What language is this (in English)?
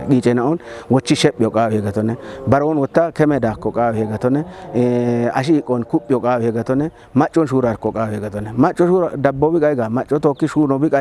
Kafa